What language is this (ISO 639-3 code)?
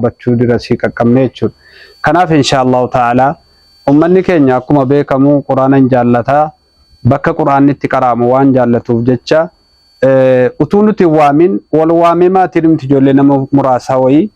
orm